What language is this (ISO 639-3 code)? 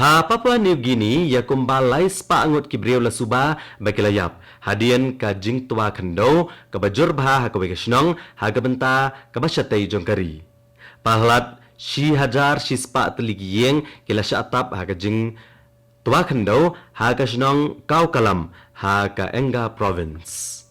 kha